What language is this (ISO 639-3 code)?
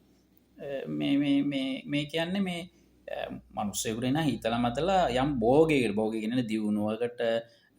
sin